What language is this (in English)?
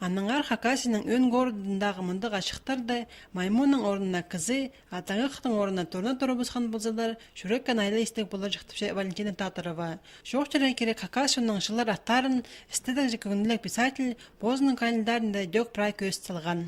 Khakas